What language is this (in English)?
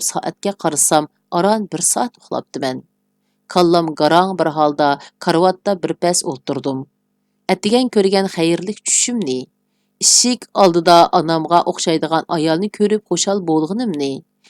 Uyghur